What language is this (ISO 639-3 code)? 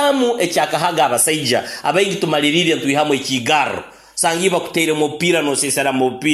nyo